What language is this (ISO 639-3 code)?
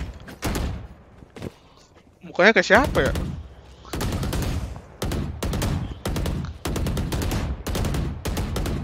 ind